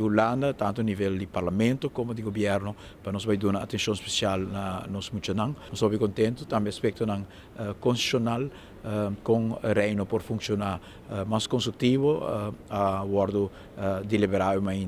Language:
Papiamento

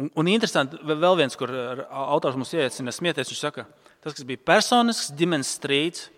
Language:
Latvian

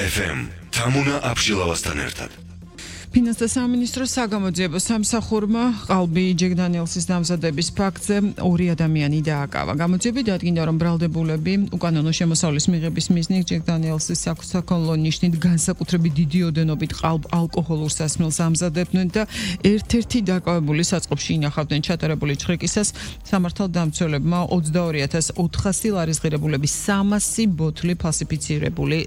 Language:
Georgian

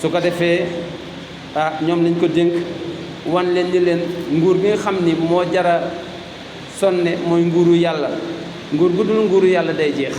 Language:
Wolof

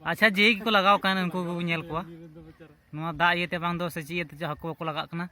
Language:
Santali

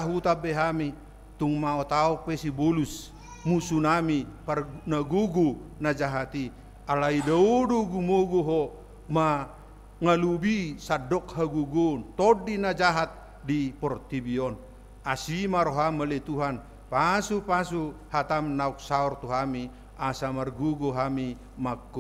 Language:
Batak Toba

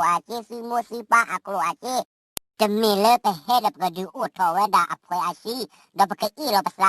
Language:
S'gaw Karen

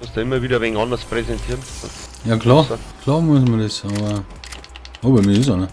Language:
Bavarian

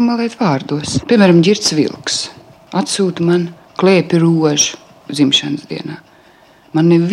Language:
Latvian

